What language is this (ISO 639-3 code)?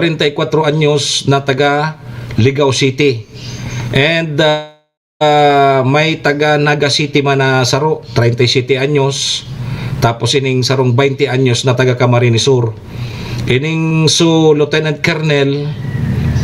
bik